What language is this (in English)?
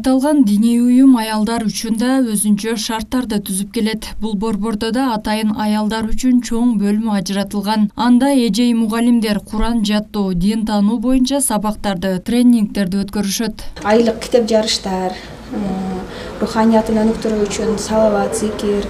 Kyrgyz